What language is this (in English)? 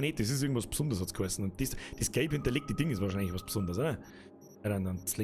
Bavarian